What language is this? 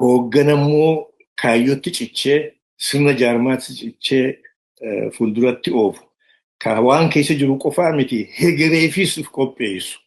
Oromo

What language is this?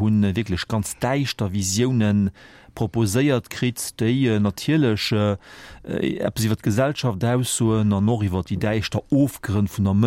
Luxembourgish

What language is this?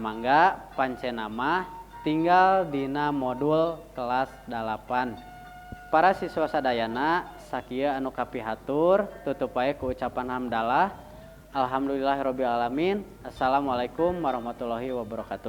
Sundanese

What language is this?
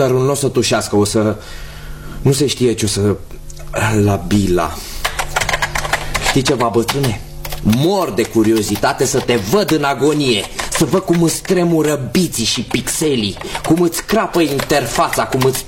Romanian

